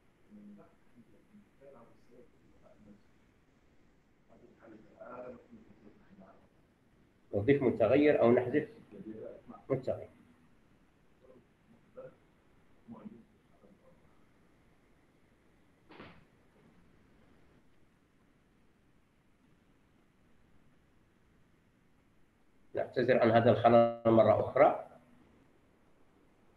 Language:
Arabic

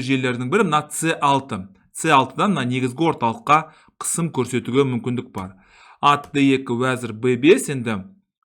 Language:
Kazakh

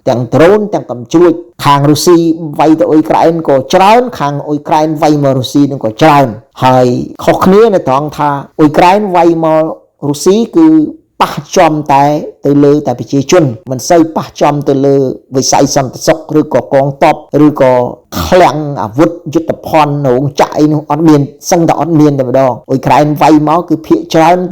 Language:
Khmer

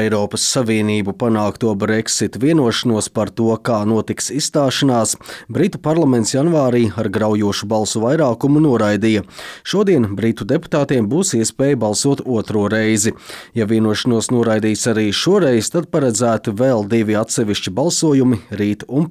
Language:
Latvian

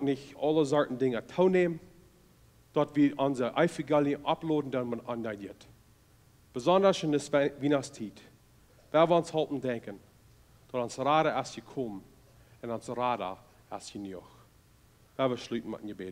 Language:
Plautdietsch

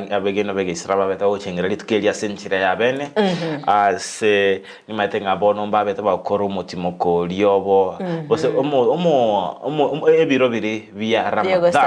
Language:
Gusii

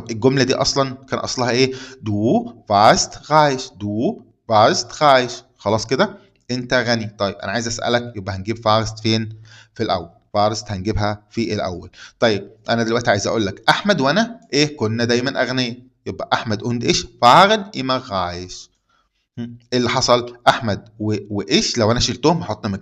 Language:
Egyptian Arabic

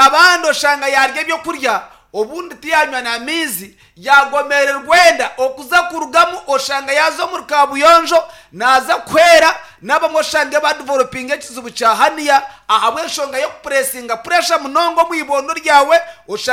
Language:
Nyankole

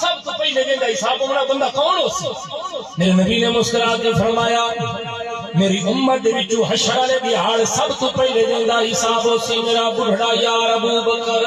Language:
Saraiki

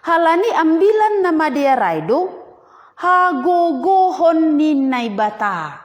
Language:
Batak Simalungun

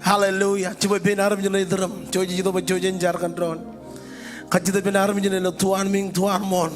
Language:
Marshallese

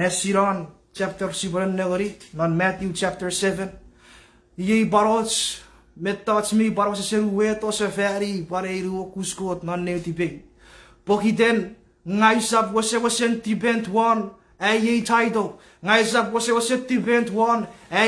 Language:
Chuukese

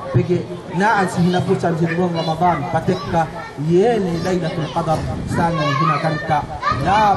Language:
Yakan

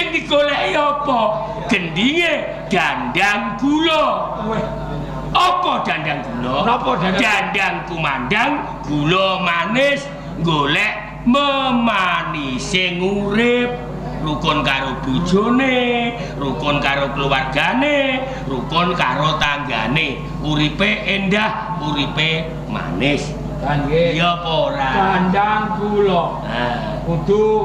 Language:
Javanese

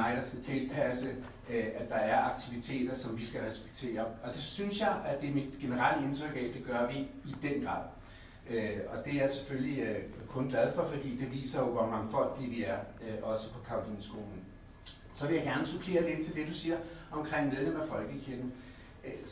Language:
Danish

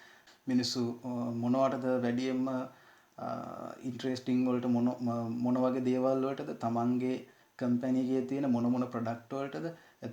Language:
Sinhala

